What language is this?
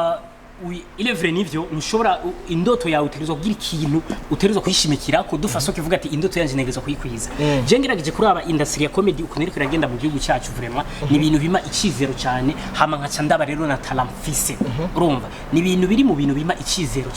Rundi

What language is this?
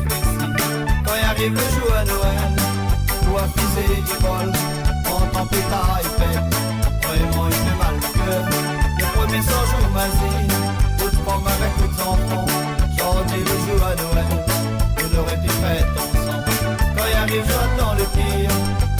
Morisyen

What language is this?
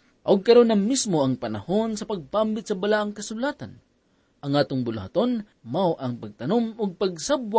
Cebuano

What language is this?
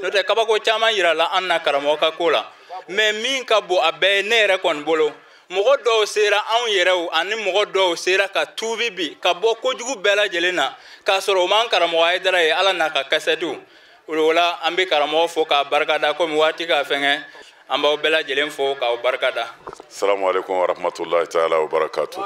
Bambara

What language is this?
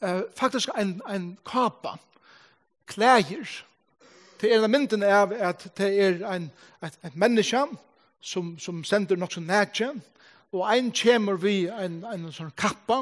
Faroese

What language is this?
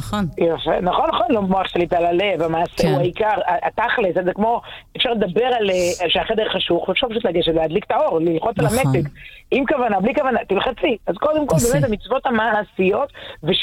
Hebrew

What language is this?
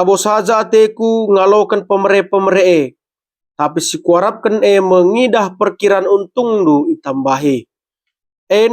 Batak Karo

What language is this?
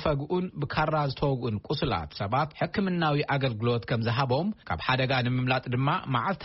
Tigrinya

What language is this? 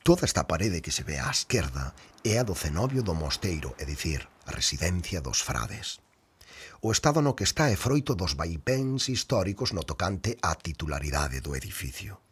Galician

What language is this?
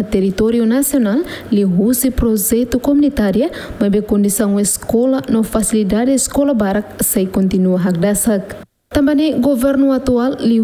Tetum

